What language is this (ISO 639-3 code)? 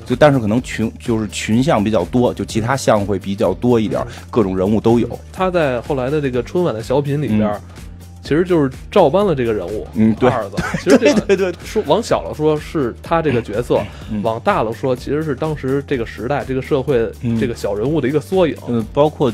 zho